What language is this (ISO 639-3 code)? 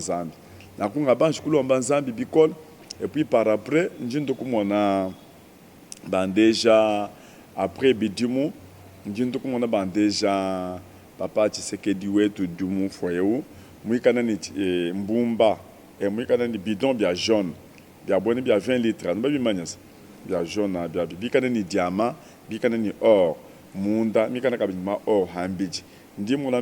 lua